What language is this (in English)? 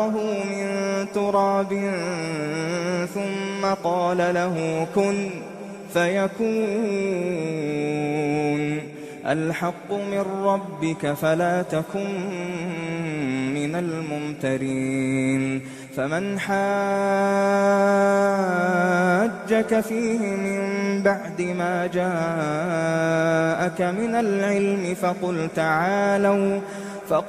Arabic